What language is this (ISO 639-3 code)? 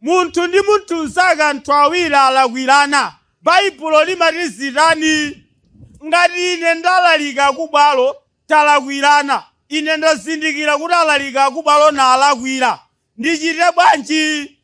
nya